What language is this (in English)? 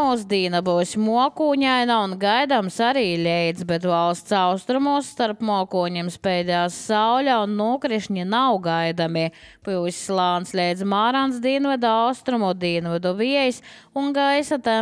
Latvian